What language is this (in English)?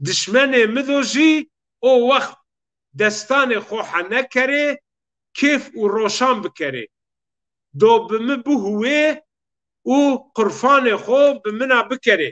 Zaza